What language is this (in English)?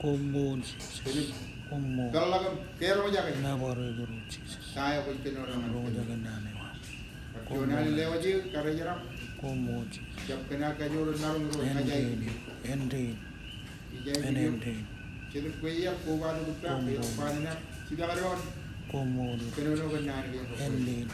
Marshallese